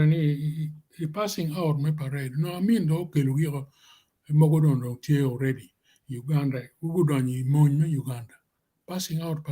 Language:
Acoli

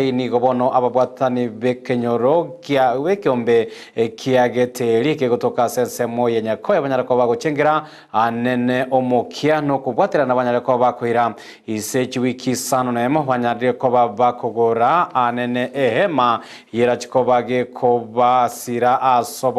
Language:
Gusii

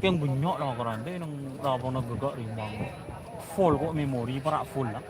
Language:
Madurese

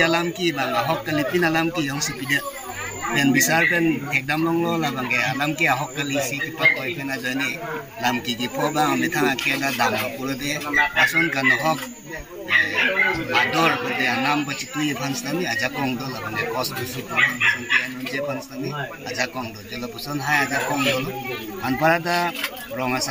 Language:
Karbi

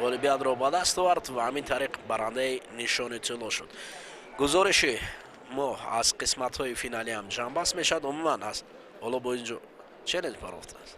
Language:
Tajik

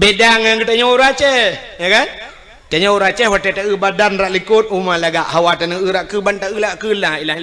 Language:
Achinese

